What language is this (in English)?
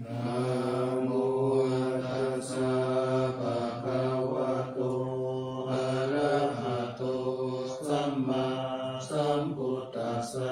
Pali